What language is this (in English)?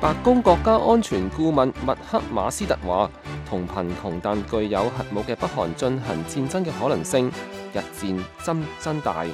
Cantonese